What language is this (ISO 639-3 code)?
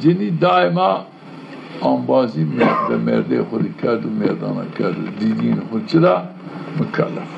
zza